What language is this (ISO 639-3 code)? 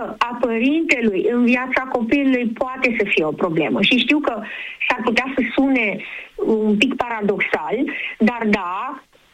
ron